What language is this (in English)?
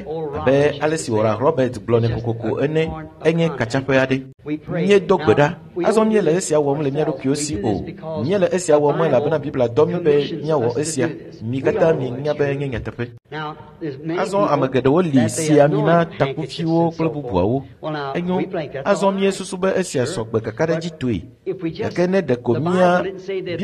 Ewe